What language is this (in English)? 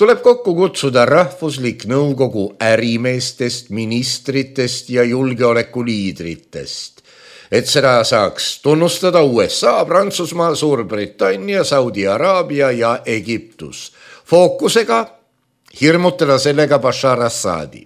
Estonian